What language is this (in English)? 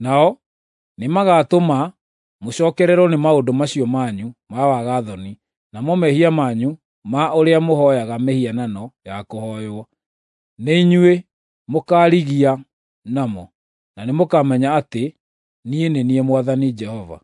Kikuyu